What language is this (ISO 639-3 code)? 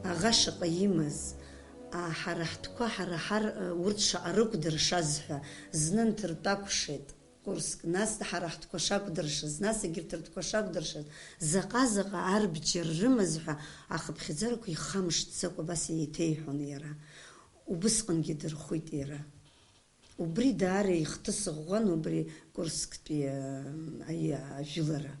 abk